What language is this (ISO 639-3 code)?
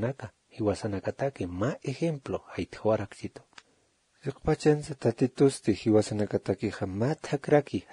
aym